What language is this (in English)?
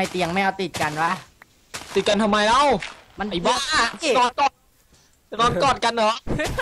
Thai